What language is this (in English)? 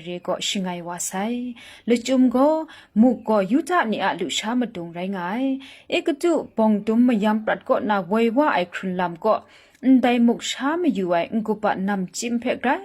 Kachin